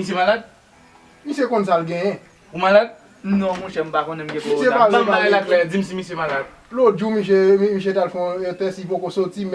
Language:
Haitian Creole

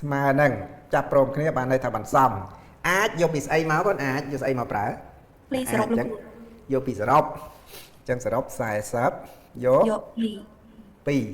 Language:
Khmer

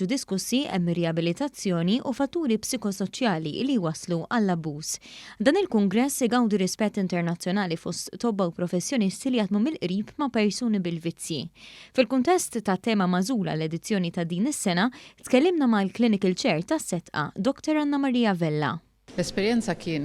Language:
Maltese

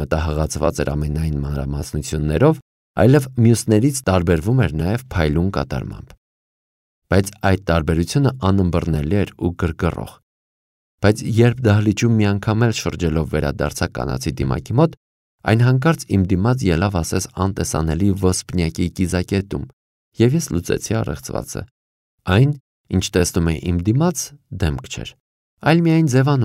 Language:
Armenian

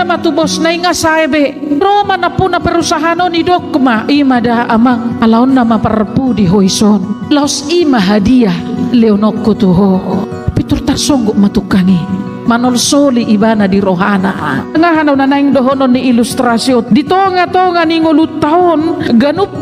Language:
Batak Toba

